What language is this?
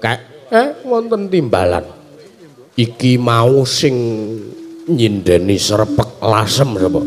Javanese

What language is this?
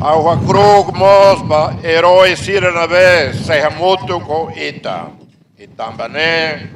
Tetum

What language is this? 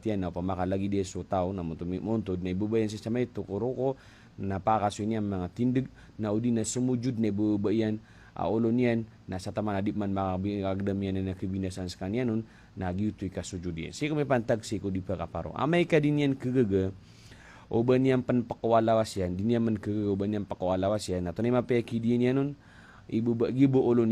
Maranao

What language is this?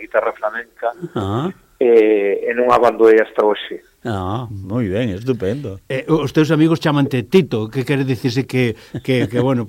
Galician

